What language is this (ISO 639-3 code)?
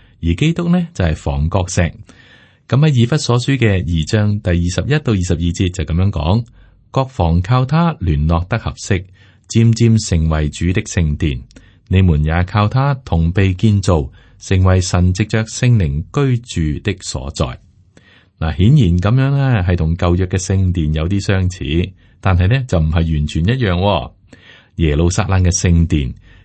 yue